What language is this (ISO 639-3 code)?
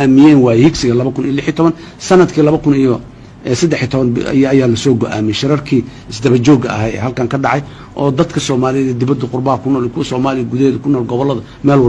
som